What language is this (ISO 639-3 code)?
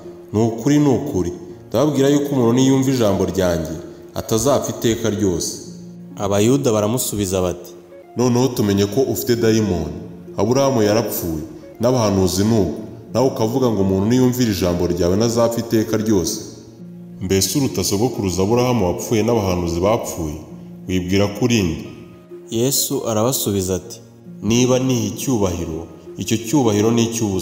kin